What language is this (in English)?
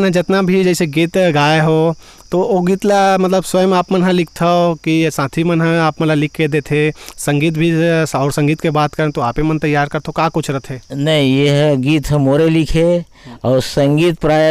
Chhattisgarhi